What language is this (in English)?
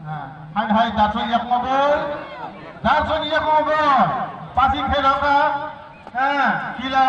Kok Borok